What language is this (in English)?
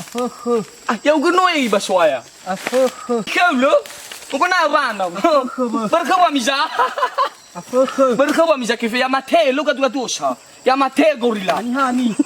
Nias